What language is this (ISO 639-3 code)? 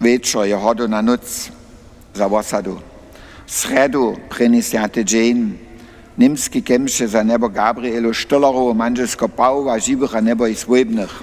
hsb